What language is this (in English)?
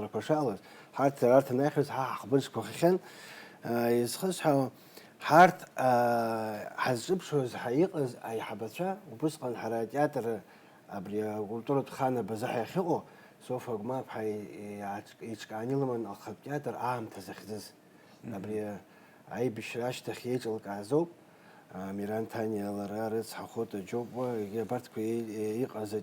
Abkhazian